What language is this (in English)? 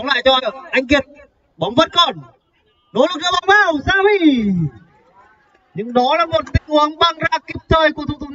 Vietnamese